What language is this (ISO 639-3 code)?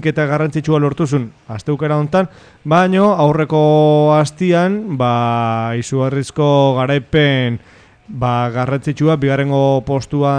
eus